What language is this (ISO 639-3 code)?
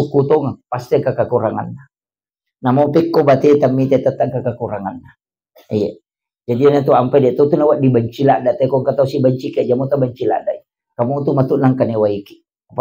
bug